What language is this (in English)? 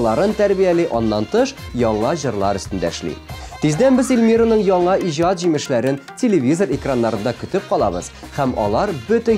Tatar